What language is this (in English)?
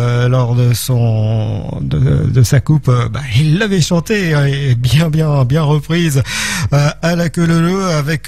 French